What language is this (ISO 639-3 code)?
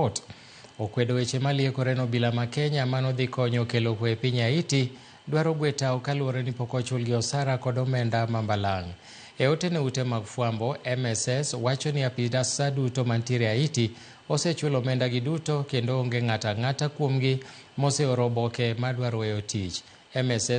luo